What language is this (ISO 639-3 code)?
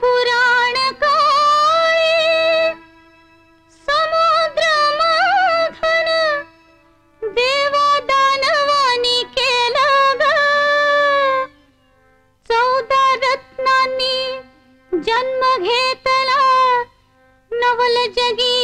mar